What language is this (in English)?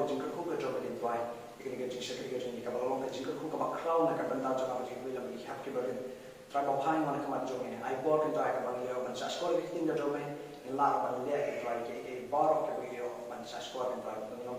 Khasi